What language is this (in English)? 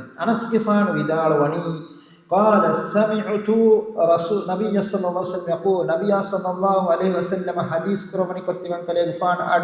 Divehi